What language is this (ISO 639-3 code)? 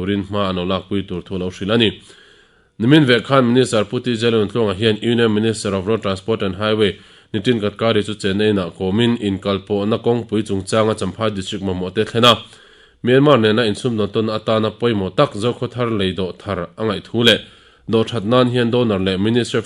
lus